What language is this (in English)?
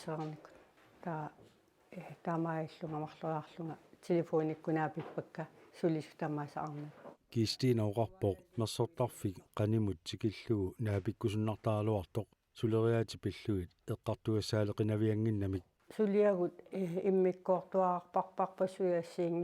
Kalaallisut